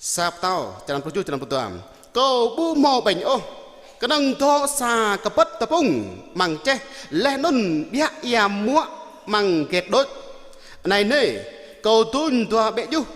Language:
Jarai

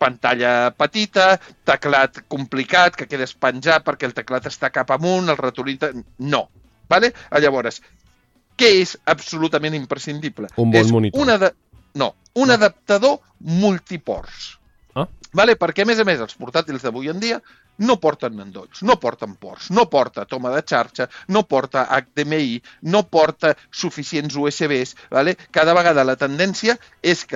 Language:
Catalan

